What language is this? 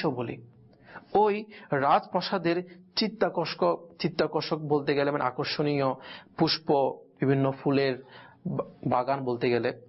Bangla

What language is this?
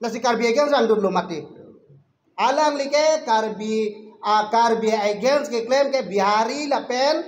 Karbi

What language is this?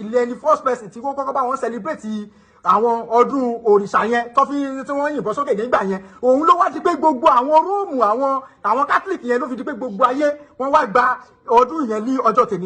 Yoruba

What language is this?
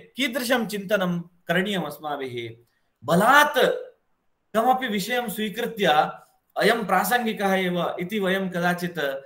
Sanskrit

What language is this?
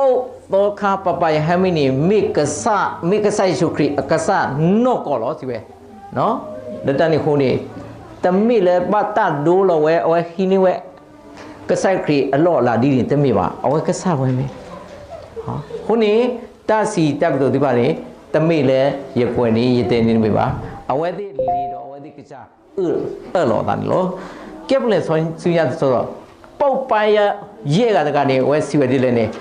S'gaw Karen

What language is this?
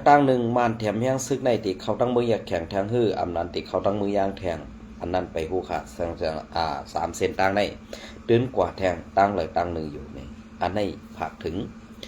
Shan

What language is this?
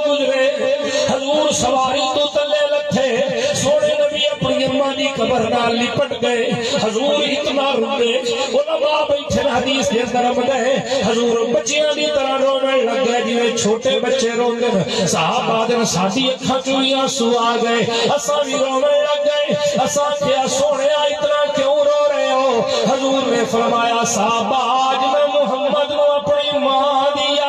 Saraiki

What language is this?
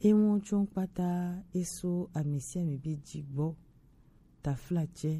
Gen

